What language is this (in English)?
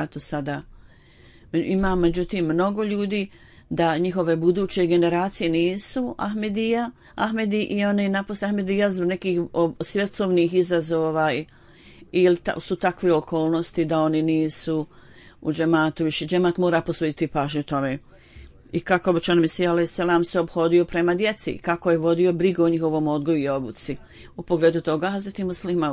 Bosnian